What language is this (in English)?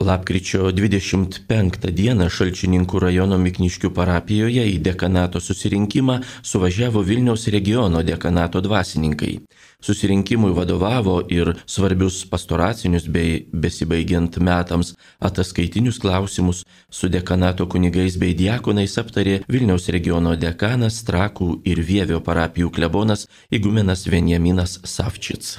Lithuanian